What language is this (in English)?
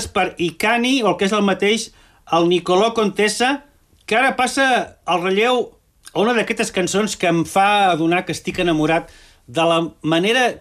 Catalan